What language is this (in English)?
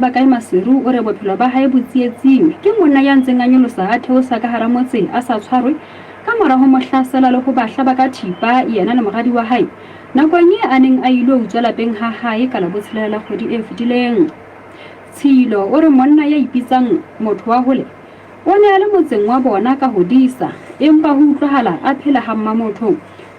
Southern Sotho